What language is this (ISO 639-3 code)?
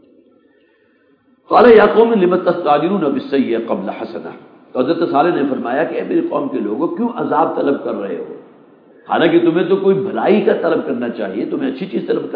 urd